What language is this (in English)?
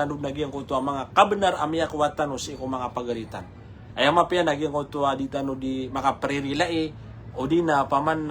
Maranao